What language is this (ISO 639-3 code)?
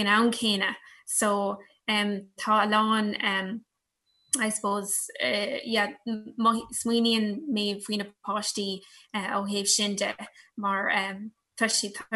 gle